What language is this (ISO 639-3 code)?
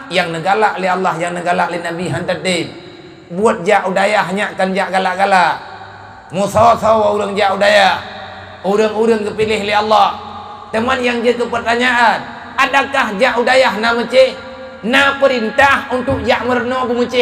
ace